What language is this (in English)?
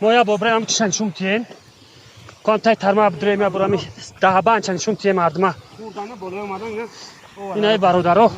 Tajik